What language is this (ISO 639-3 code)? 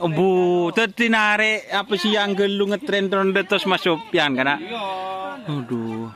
mad